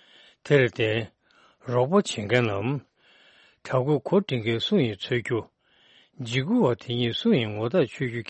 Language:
Tibetan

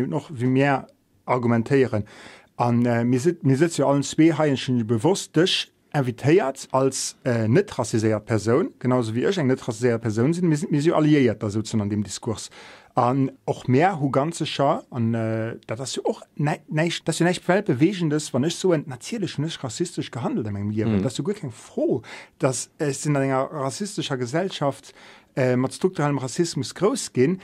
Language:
Luxembourgish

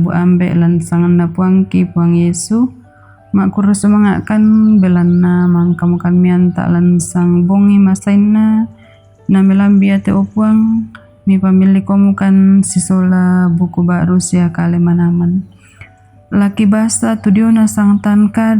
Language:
Toraja-Sa'dan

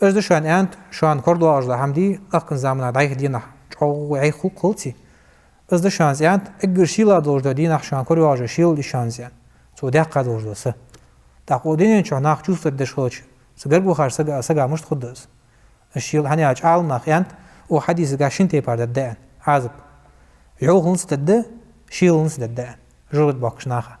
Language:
Ingush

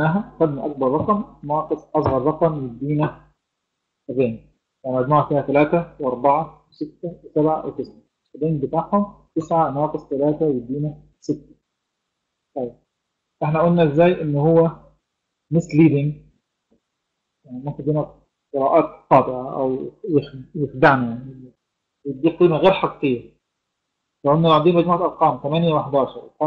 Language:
Egyptian Arabic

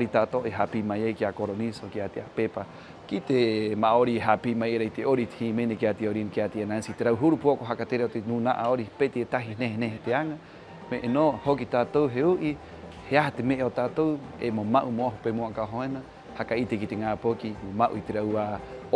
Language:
Rapanui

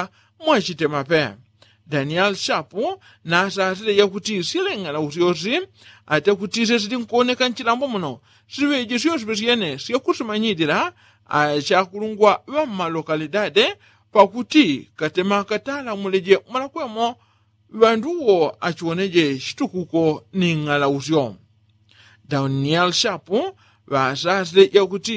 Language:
Yao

